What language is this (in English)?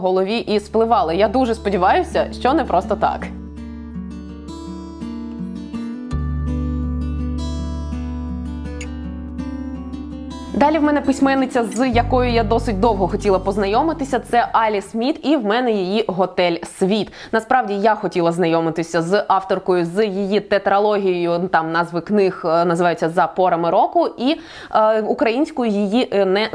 Ukrainian